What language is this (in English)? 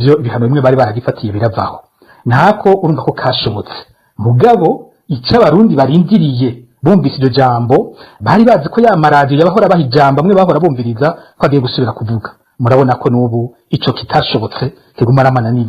Rundi